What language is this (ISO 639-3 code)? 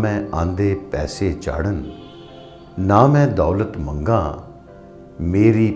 doi